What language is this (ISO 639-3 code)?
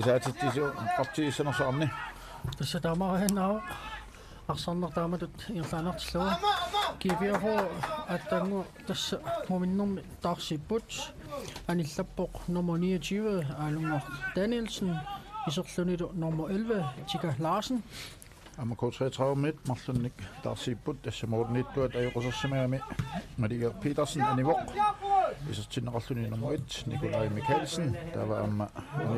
kal